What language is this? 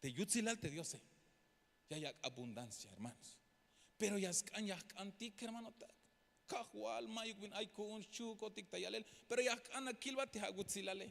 Tzeltal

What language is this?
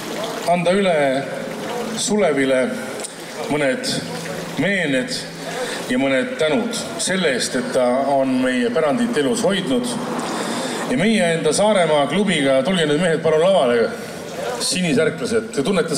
Estonian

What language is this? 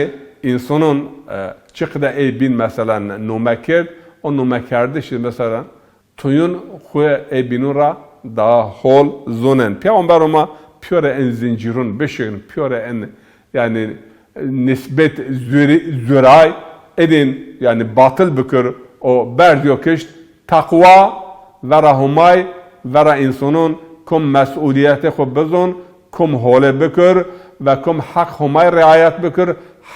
Zaza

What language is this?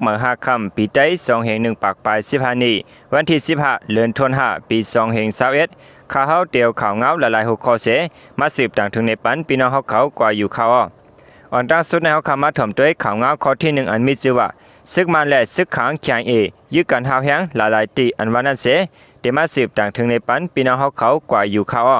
Shan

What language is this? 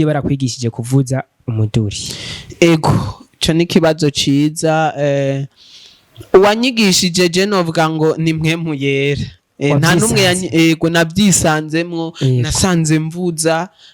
Rundi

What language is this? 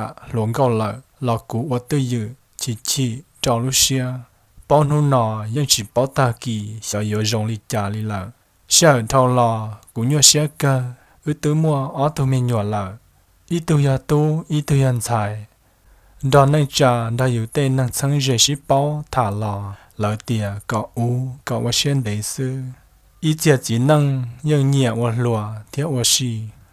Hmong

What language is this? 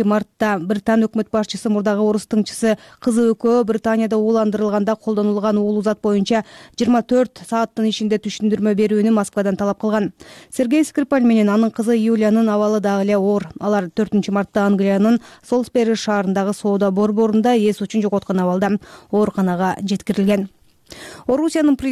Kyrgyz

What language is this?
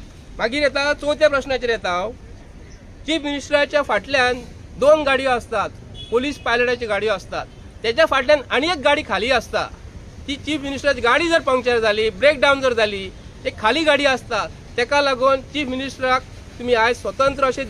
Konkani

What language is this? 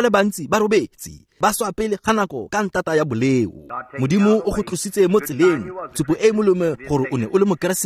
Tswana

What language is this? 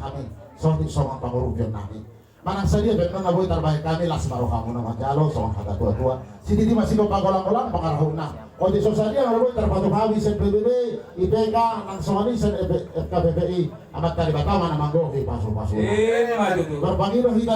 Batak Toba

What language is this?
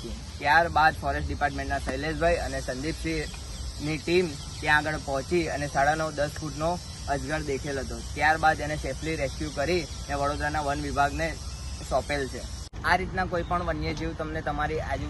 Gujarati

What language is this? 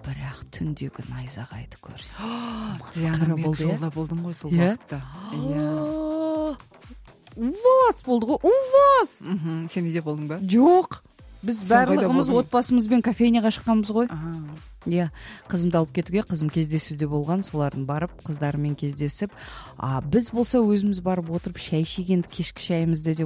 Kazakh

